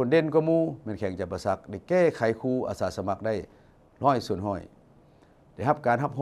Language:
Lao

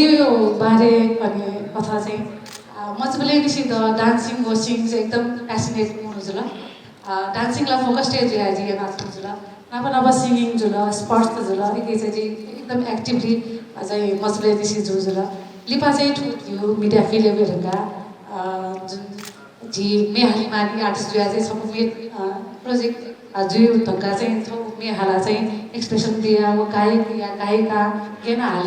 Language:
Newari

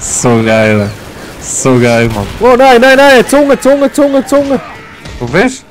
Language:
Swiss German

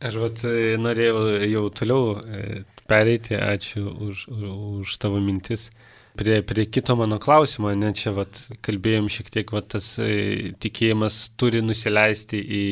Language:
Lithuanian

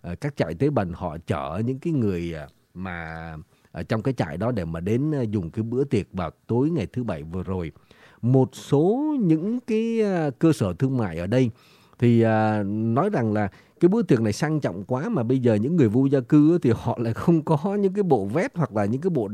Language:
Vietnamese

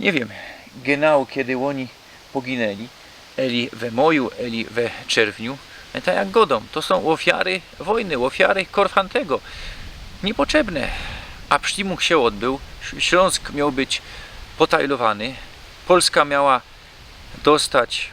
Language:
Silesian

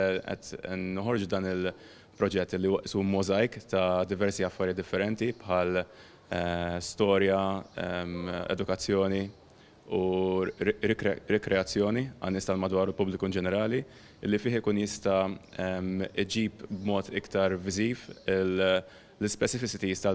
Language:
Maltese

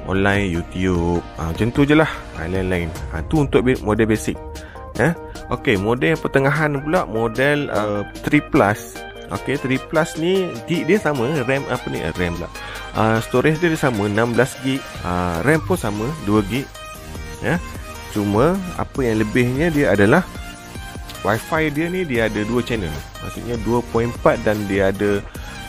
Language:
Malay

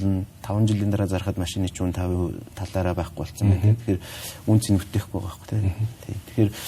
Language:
Mongolian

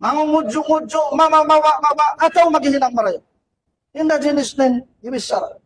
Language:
Tausug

